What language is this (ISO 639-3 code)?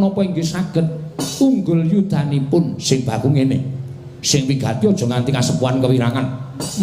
jav